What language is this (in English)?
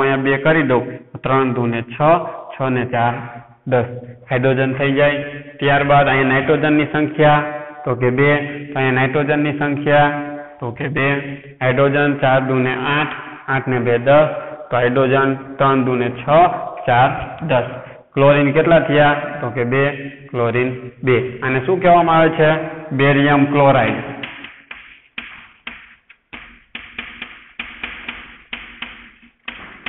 Gujarati